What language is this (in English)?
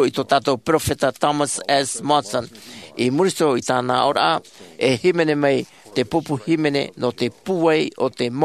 Tahitian